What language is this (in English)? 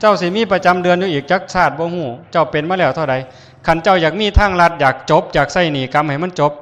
Northeastern Thai